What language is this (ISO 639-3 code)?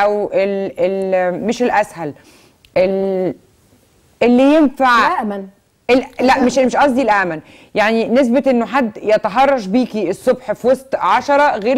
arz